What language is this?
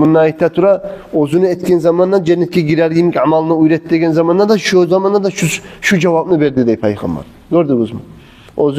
Kumyk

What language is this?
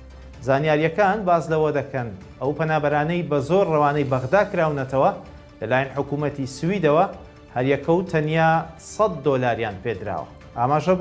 Central Kurdish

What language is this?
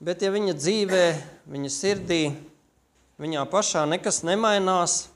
Latvian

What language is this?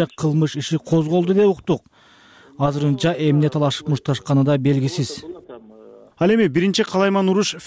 Kyrgyz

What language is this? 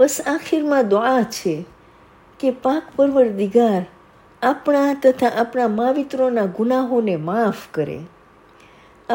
Gujarati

